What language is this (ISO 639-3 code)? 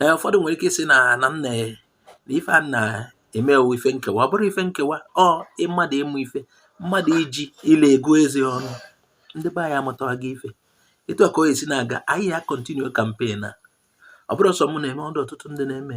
ibo